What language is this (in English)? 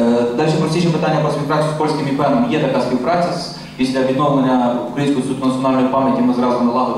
Ukrainian